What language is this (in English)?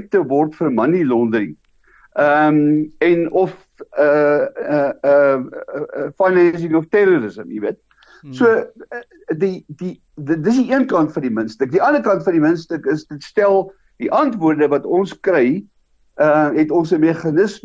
Afrikaans